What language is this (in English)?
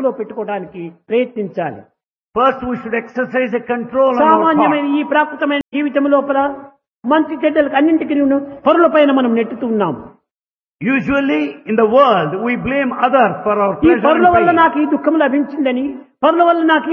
Telugu